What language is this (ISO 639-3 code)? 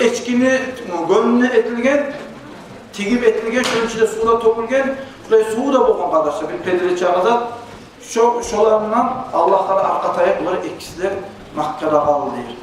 kum